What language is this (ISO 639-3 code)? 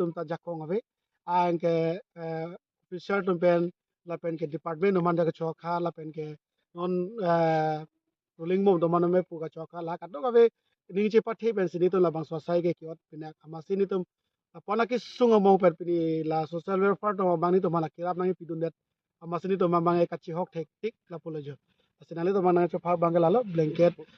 mjw